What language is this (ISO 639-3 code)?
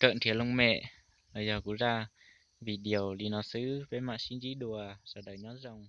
hmn